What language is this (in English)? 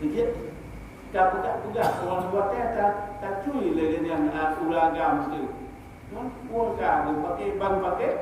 Achinese